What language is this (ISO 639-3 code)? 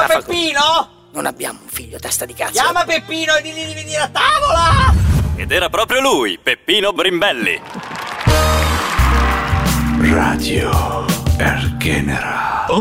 ita